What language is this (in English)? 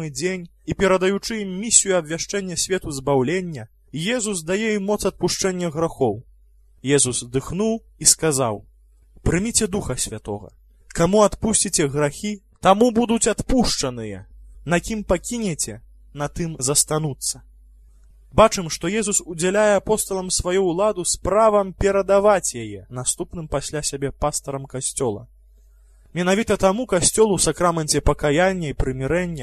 Belarusian